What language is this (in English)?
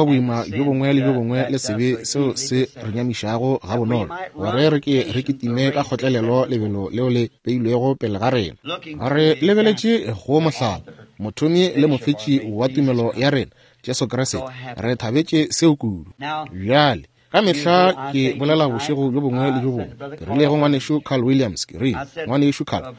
Northern Sotho